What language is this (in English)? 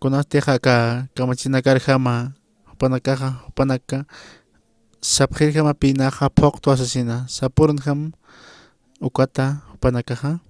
Aymara